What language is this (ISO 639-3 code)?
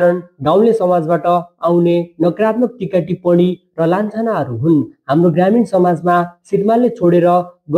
nep